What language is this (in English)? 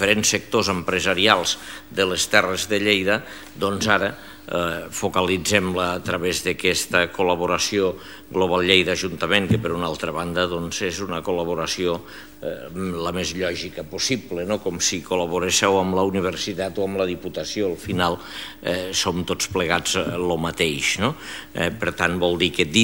Catalan